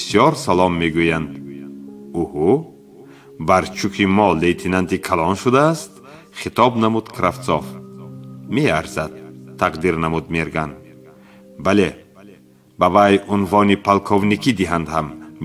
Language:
Tajik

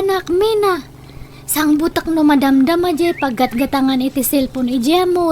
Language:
Iloko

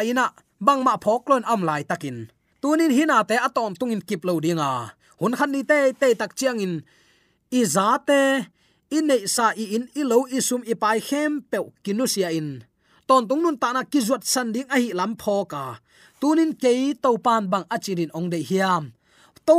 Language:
Tedim Chin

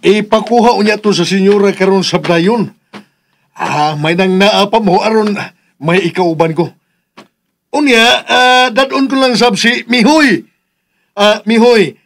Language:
Cebuano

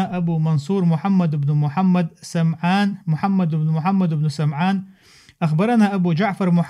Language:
Chechen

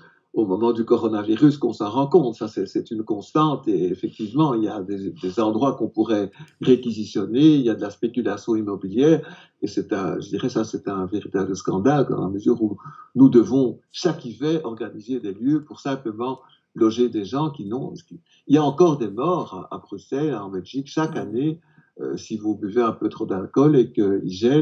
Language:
French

